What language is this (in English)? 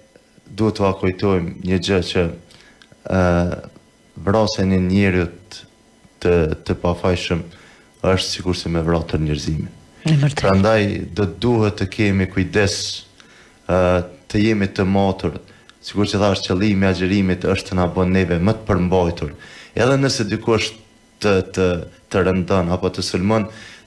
Albanian